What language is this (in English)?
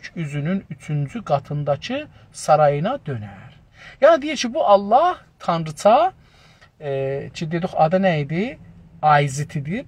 South Azerbaijani